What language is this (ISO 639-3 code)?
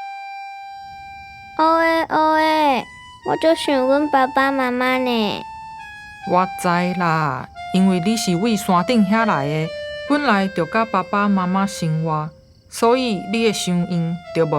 nan